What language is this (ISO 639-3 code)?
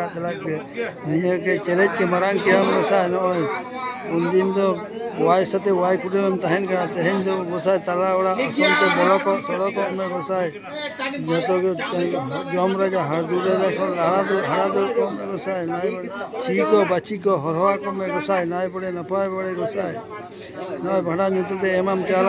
sat